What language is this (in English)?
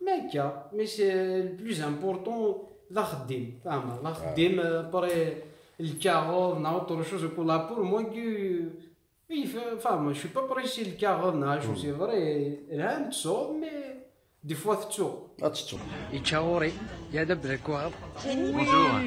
Kabyle